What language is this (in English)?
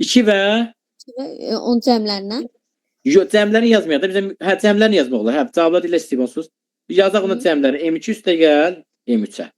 Azerbaijani